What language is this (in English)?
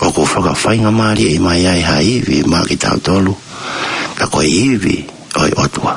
Tongan